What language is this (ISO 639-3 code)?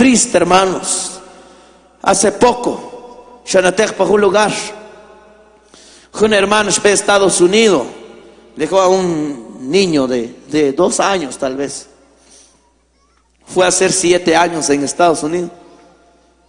spa